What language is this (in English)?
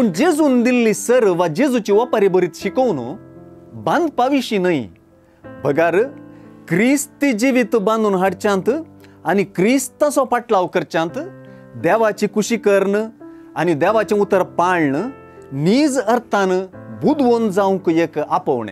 Konkani